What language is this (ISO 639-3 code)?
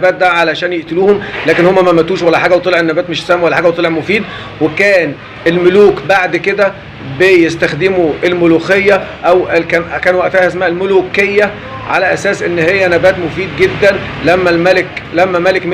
arz